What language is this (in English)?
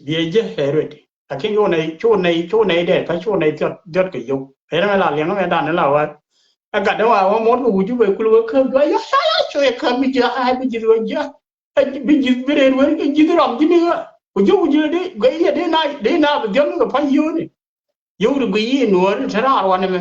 Nuer